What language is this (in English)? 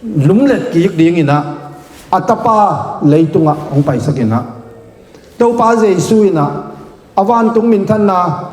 Tedim Chin